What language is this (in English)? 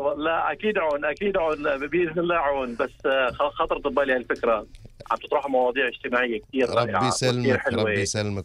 Gulf Arabic